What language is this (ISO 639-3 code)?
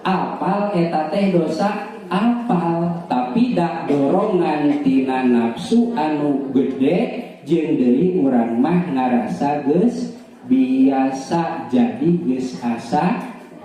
sun